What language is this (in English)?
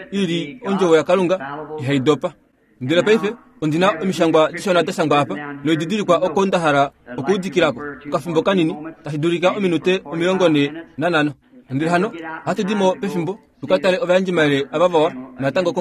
Kuanyama